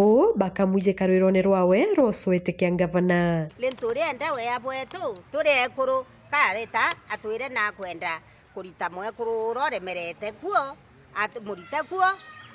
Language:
Meru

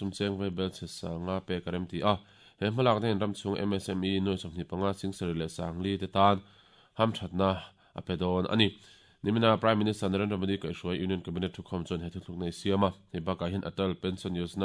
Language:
Mizo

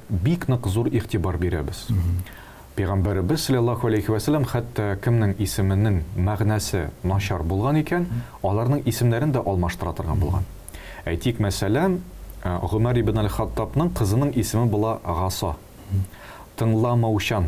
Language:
Tatar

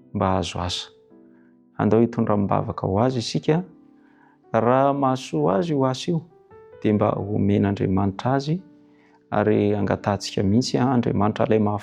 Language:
Malagasy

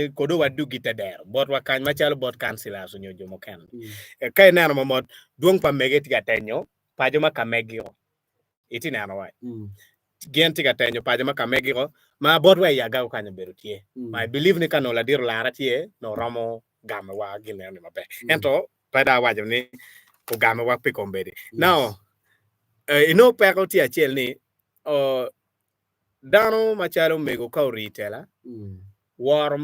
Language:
Acoli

